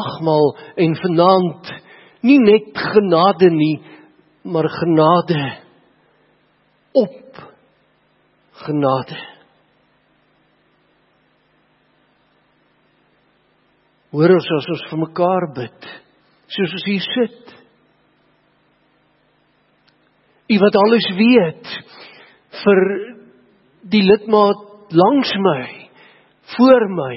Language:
Afrikaans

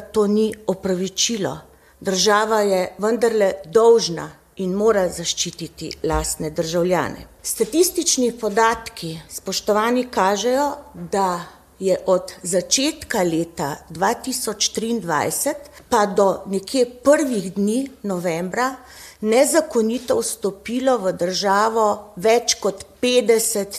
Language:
Slovenian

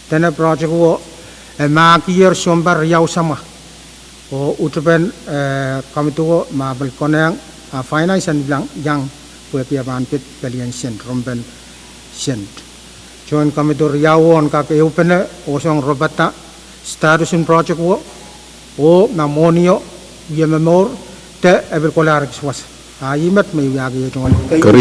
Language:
Pohnpeian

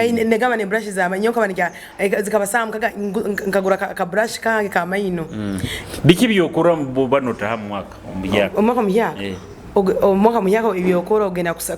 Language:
Nyoro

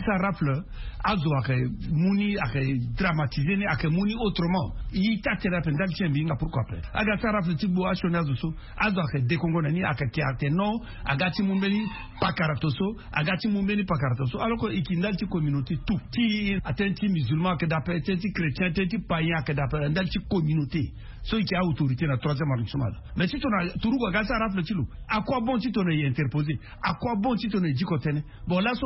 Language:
Sango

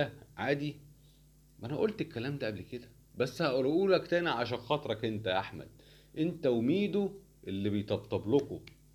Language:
Egyptian Arabic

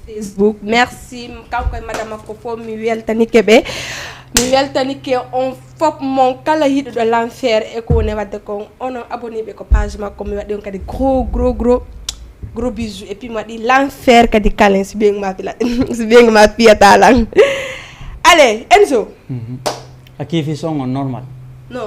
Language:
Fula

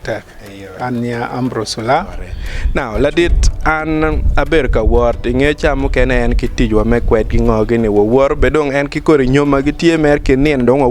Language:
Acoli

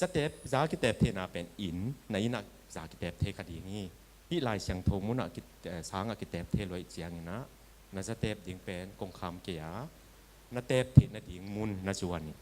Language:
Tedim Chin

